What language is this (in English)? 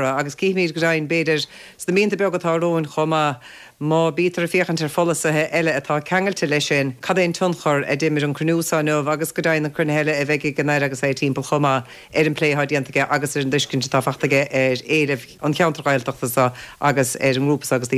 Irish